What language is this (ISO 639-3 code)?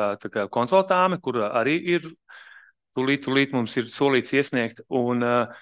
lav